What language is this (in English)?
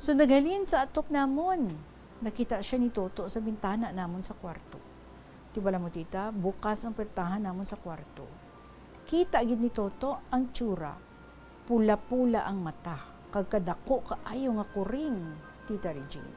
Hiligaynon